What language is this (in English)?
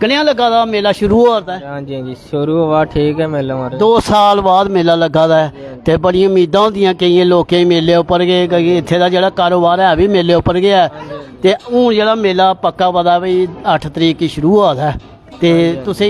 Dogri